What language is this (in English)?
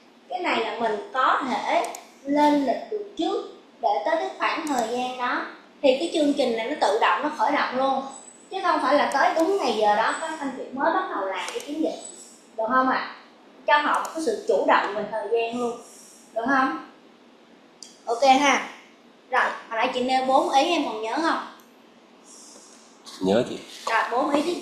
Vietnamese